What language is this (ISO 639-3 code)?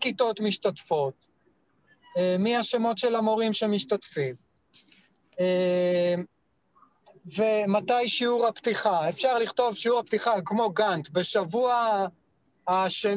heb